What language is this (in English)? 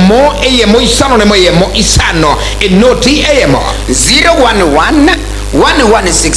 Gusii